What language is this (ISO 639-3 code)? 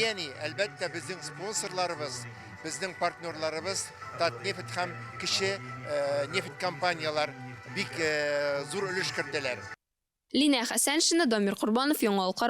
tat